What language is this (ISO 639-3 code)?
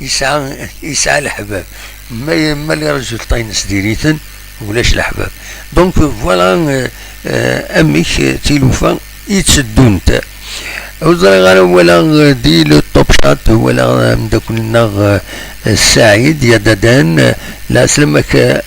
kab